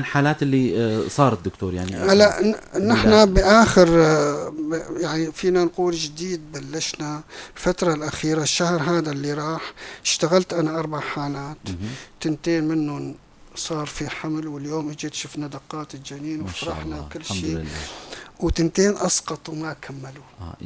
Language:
North Levantine Arabic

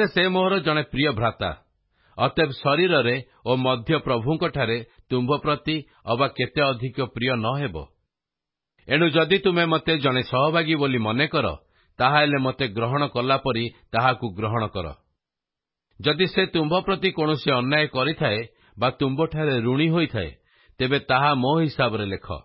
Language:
Odia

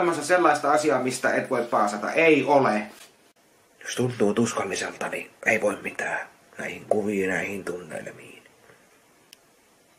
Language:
Finnish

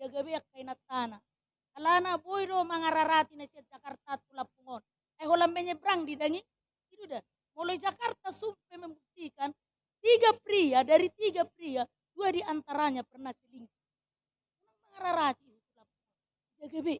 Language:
Batak Toba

